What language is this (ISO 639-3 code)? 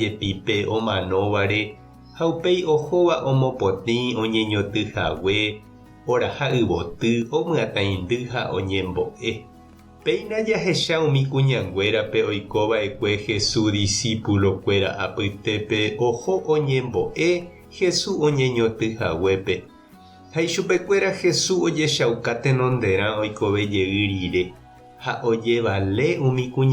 grn